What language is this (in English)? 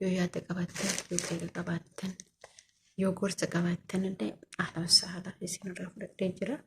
Oromo